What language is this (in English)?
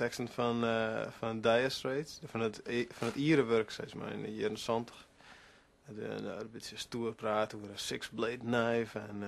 Western Frisian